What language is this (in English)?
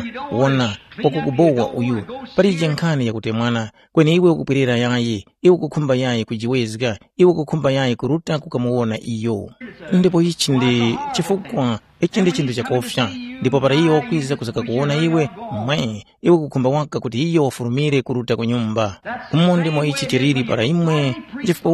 Tumbuka